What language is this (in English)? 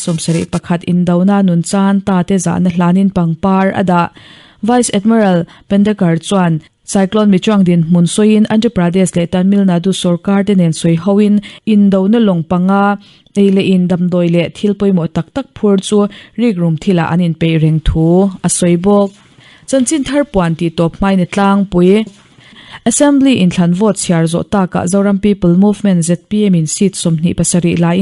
Mizo